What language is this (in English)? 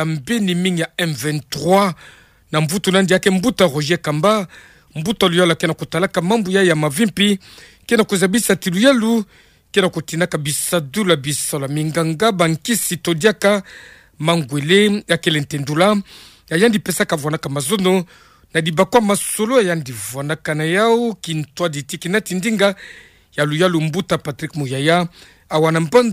Kituba (Democratic Republic of Congo)